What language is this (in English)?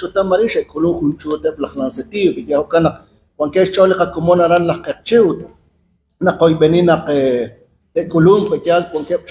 Kekchí